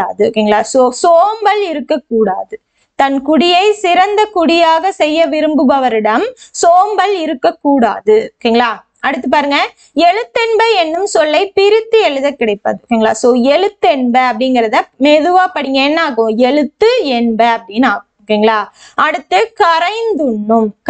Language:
Tamil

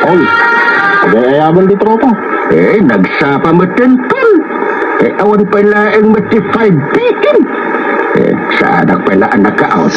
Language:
Iloko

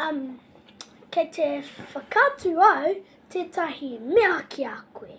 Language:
Māori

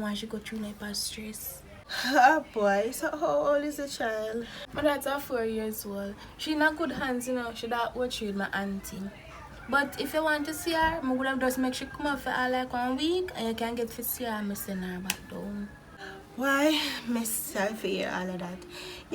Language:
Jamaican Creole English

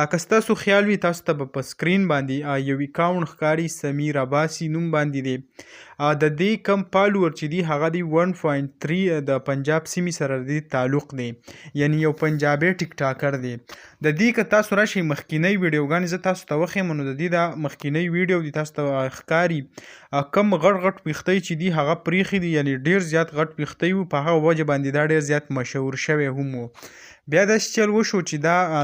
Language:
Pashto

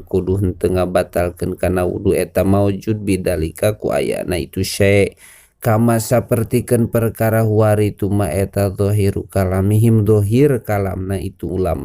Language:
Sundanese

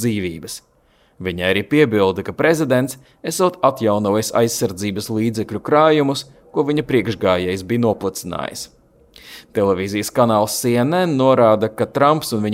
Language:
Latvian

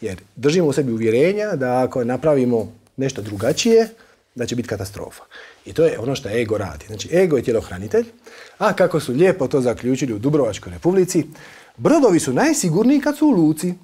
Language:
Croatian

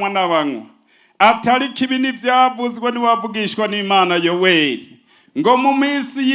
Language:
Rundi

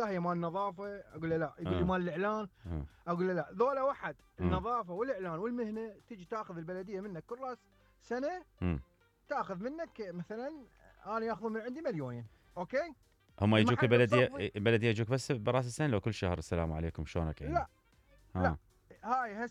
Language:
Mesopotamian Arabic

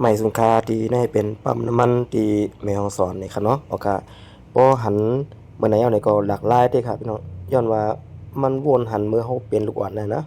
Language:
Northeastern Thai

